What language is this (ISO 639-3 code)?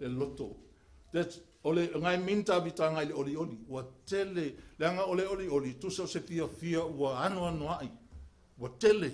smo